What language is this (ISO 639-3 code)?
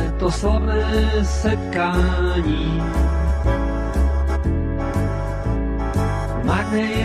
ces